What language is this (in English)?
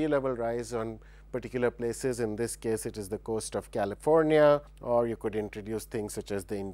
English